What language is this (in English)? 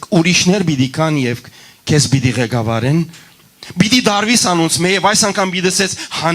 Western Armenian